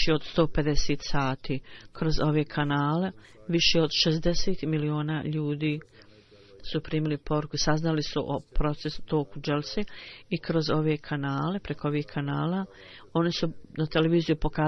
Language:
Bosnian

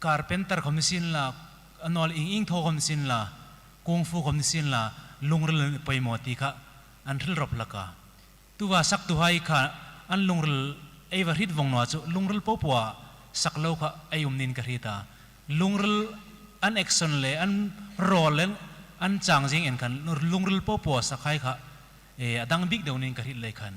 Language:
Hmar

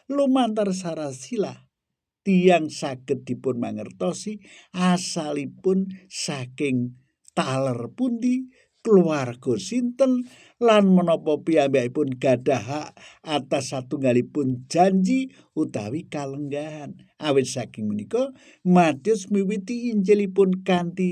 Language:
Javanese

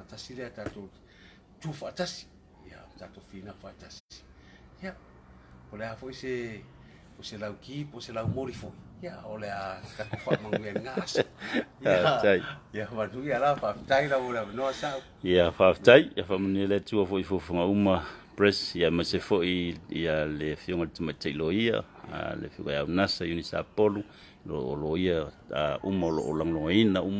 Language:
Samoan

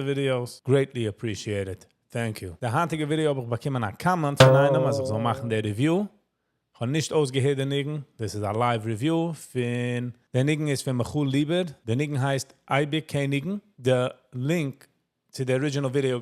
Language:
Yiddish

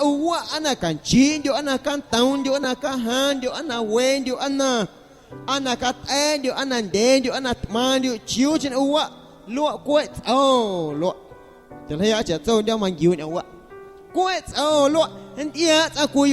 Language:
Guerrero Amuzgo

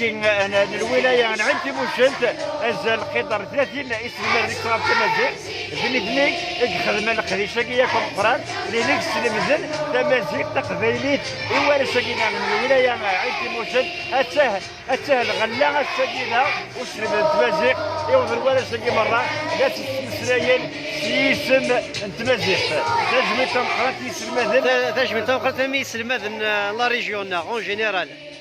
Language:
Kabyle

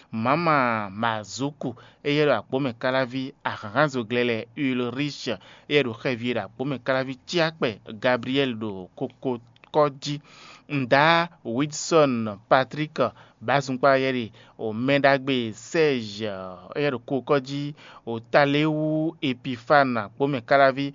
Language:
Fon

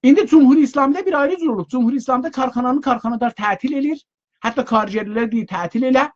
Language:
South Azerbaijani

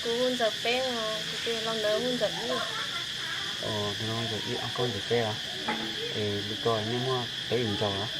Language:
Hmong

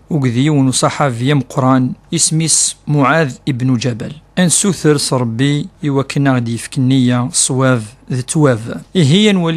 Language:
Kabyle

